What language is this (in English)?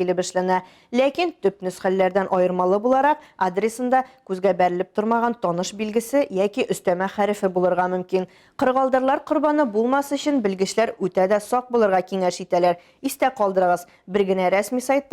Tatar